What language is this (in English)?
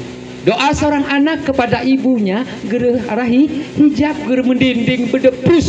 Gayo